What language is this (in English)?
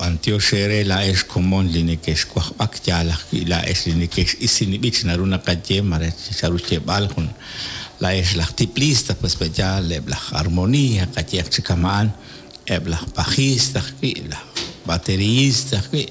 Kekchí